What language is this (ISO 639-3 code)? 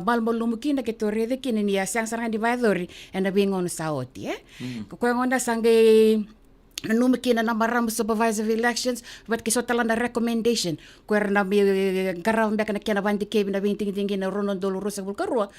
fij